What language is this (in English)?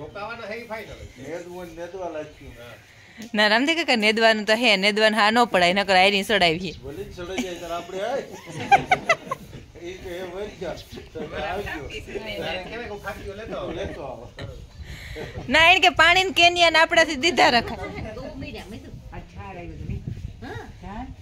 Gujarati